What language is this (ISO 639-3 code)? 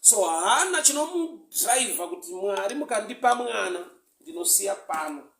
sna